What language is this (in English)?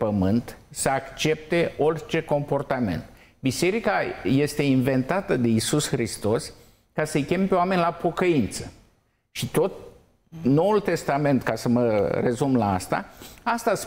Romanian